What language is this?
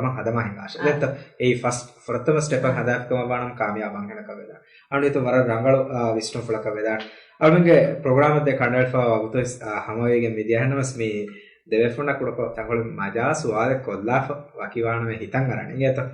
Divehi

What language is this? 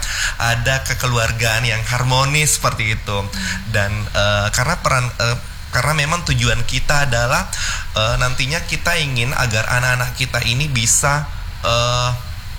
Indonesian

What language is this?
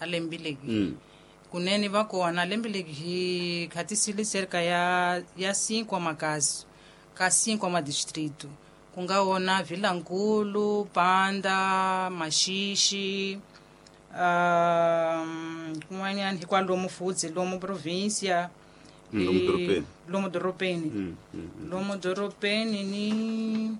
Tsonga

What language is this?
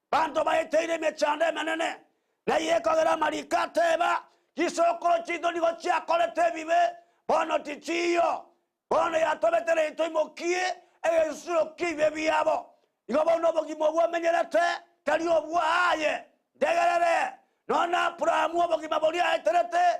Gusii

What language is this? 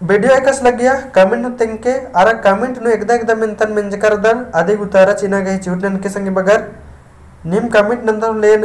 Kurukh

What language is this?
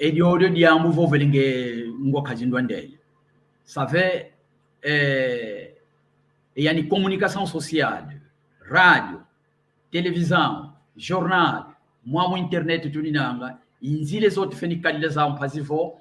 San Salvador Kongo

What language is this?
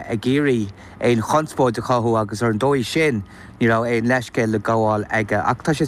Irish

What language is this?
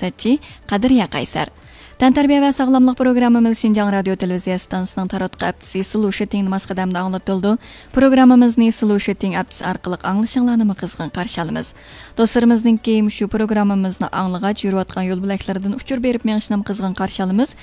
Uyghur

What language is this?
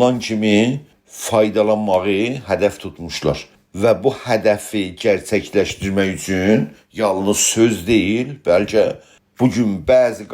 South Azerbaijani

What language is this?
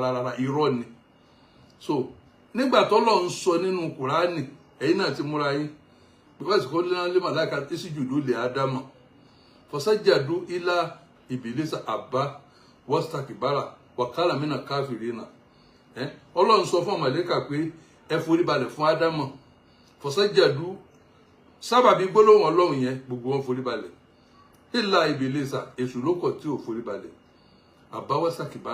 Yoruba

